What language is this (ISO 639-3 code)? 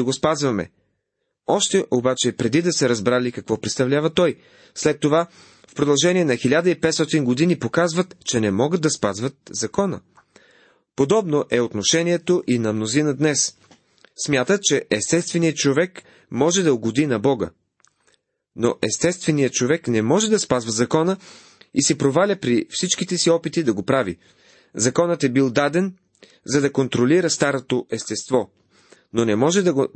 bul